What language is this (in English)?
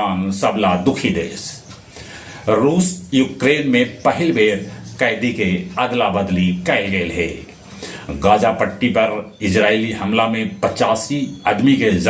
Magahi